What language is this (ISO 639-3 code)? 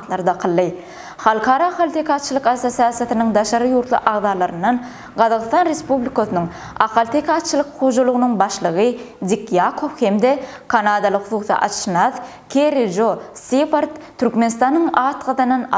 tuk